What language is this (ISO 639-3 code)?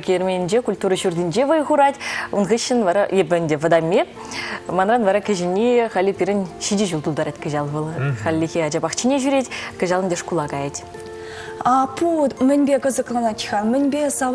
chv